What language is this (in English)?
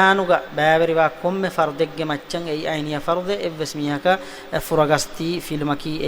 Divehi